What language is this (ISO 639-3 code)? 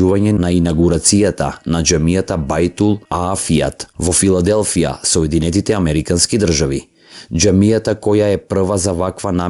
mkd